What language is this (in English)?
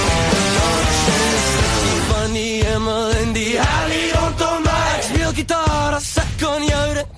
Afrikaans